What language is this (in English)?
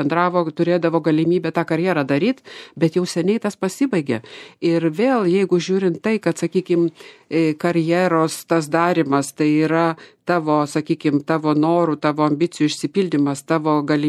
Lithuanian